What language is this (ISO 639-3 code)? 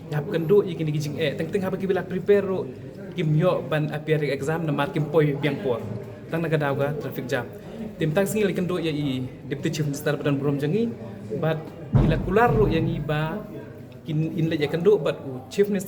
kha